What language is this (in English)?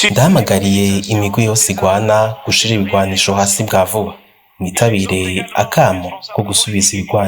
Rundi